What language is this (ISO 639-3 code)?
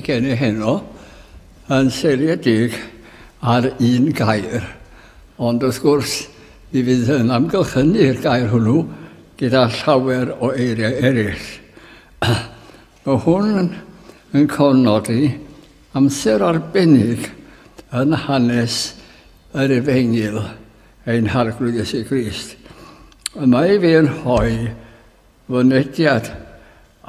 cym